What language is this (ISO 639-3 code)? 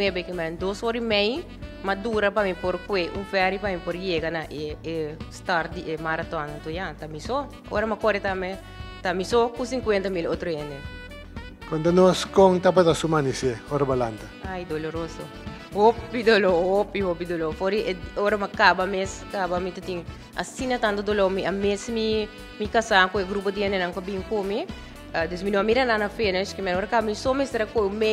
pap